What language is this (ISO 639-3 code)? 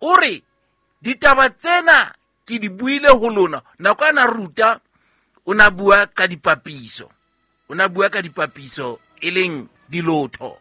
sot